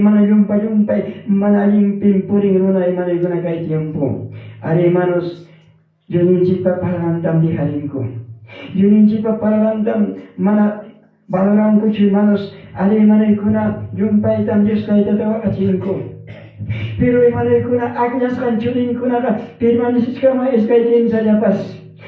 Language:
Ayacucho Quechua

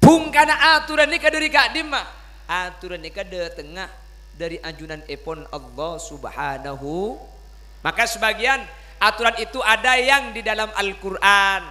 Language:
Madurese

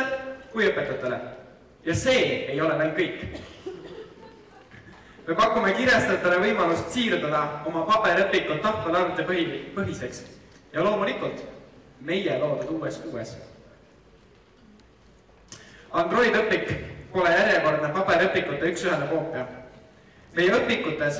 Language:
Estonian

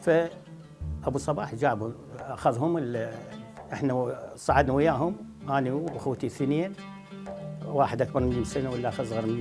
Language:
Mesopotamian Arabic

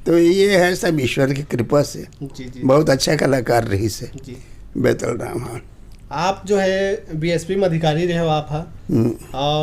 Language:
Chhattisgarhi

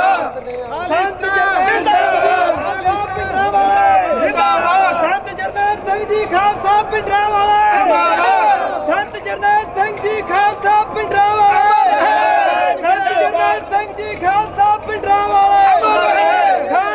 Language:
Punjabi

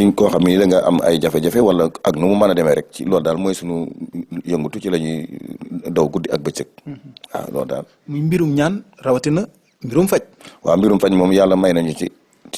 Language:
Wolof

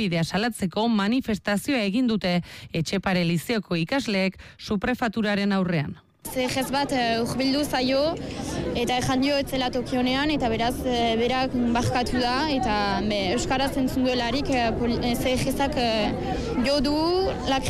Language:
Basque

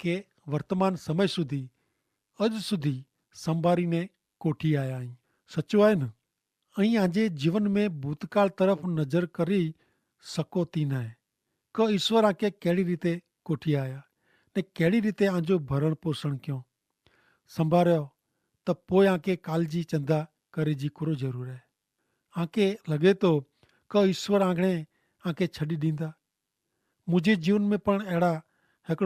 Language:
Kachhi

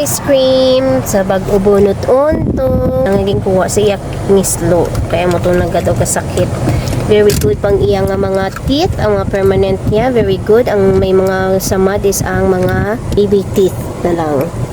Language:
Hiligaynon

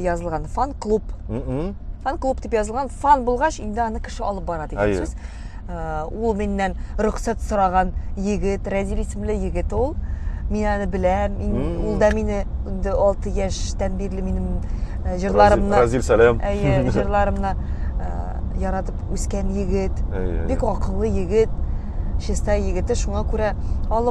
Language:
Tatar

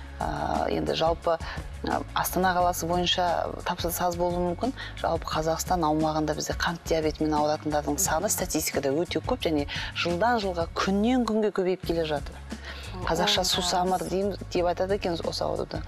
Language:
Kazakh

